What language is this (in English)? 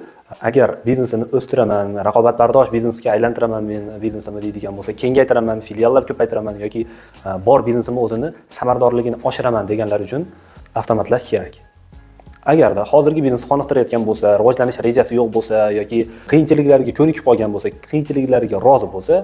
Uzbek